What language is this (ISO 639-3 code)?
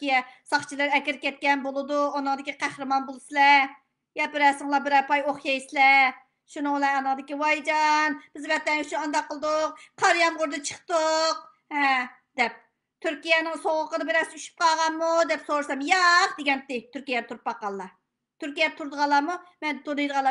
uig